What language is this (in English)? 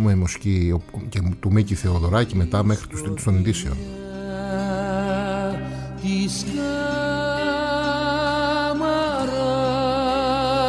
Greek